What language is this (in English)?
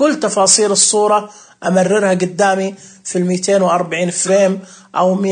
Najdi Arabic